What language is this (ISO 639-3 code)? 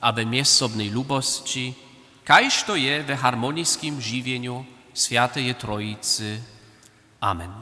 hsb